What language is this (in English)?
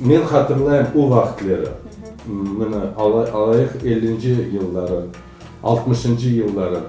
Crimean Tatar